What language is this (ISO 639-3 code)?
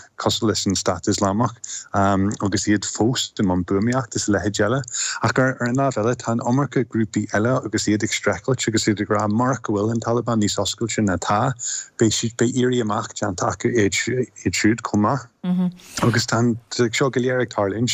gle